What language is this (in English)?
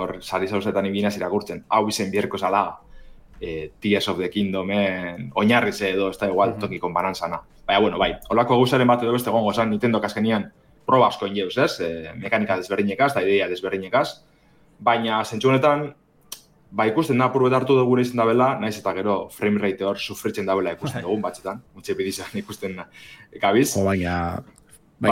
Basque